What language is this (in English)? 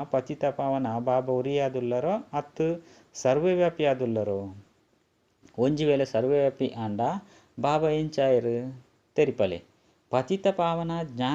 Tulu